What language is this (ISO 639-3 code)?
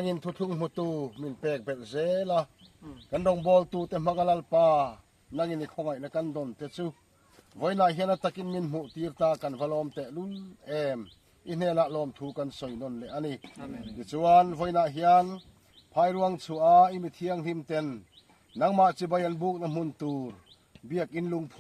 lus